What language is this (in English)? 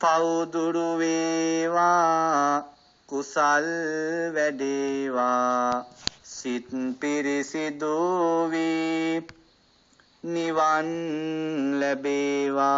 Sinhala